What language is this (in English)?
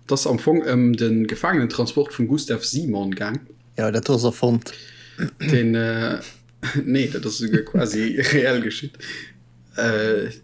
Luxembourgish